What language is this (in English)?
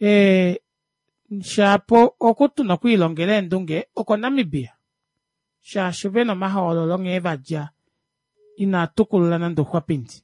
Kuanyama